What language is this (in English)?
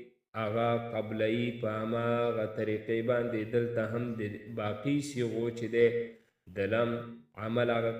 Pashto